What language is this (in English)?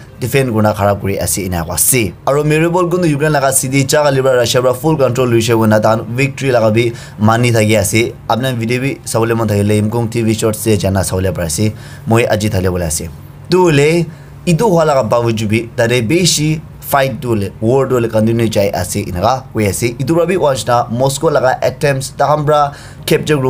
Naga Pidgin